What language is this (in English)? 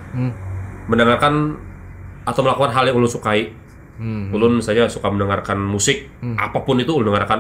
Banjar